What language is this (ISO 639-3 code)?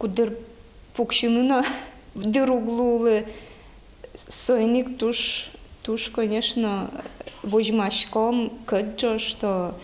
udm